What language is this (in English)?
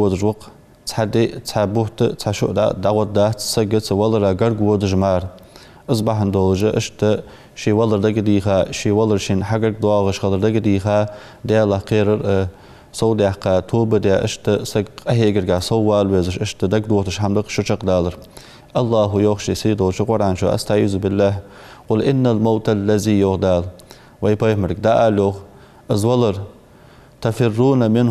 Ingush